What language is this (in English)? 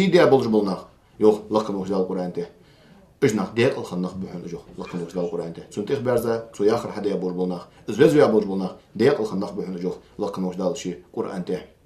Ingush